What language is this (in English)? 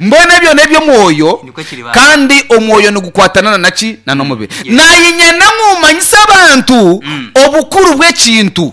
Nyankole